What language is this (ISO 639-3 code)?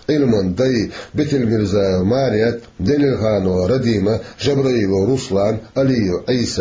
che